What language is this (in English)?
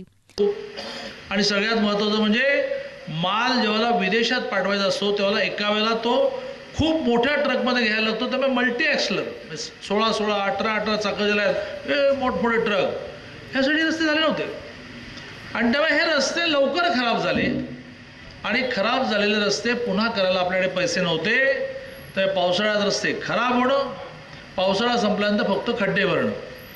Marathi